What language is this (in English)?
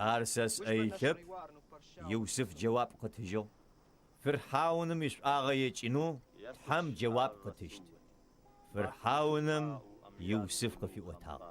Adyghe